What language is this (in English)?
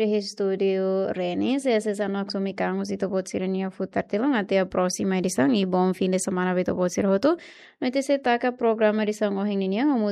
Tetum